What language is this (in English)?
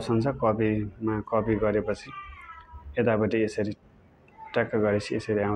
Nepali